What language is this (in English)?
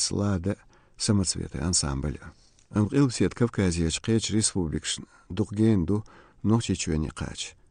Chechen